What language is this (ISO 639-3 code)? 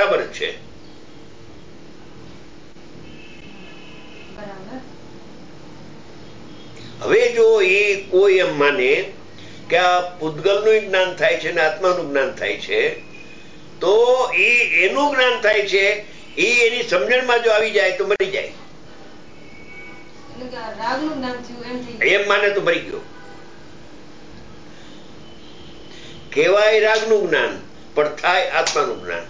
guj